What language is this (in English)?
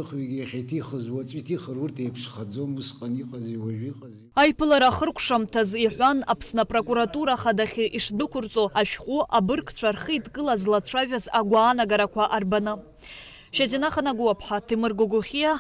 Abkhazian